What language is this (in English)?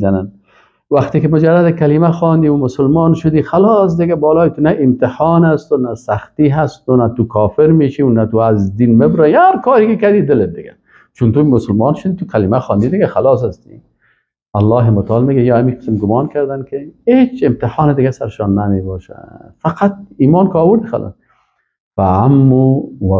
Persian